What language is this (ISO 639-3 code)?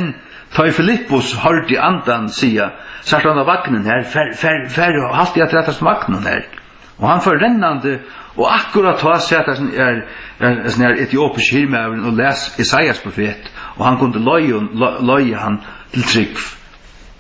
fao